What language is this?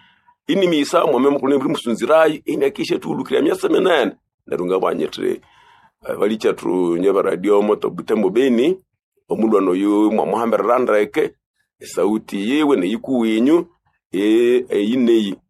Nande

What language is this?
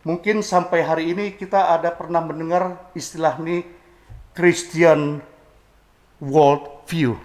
Batak Simalungun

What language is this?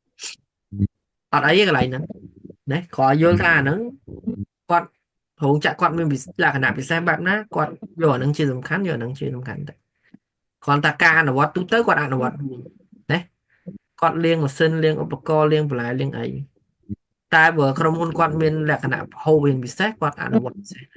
Khmer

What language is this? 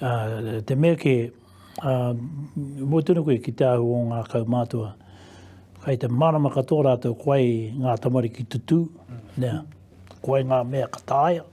Māori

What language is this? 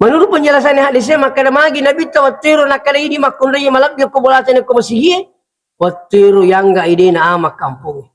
Buginese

